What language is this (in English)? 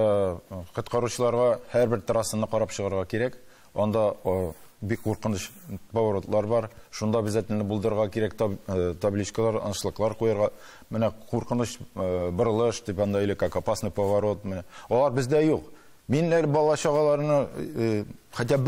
Tatar